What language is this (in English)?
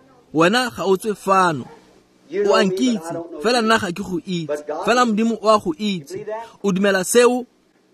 Tswana